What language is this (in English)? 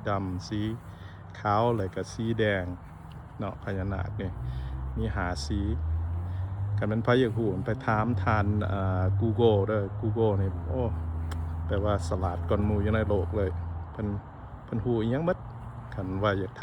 Lao